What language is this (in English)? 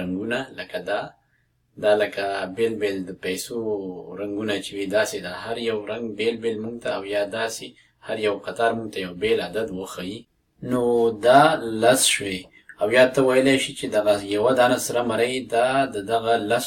Pashto